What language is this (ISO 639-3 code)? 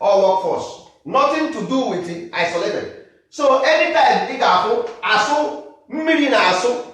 ibo